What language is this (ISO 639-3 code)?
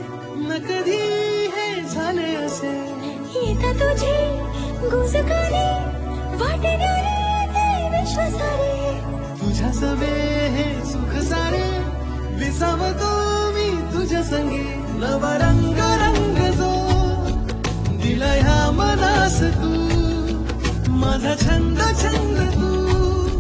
mar